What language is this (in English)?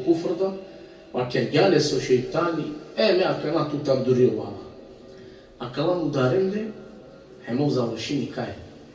Balkan Romani